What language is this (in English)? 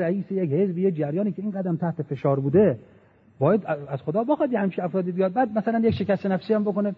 Persian